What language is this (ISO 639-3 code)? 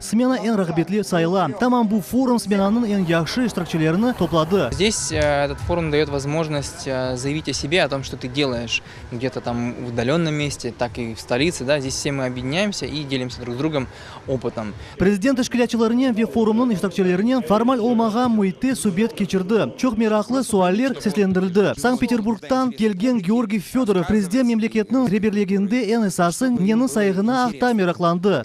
crh